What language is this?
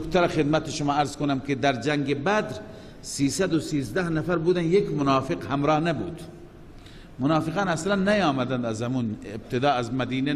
Persian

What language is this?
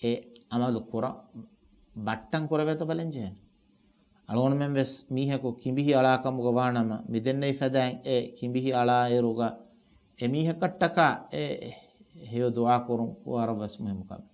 Divehi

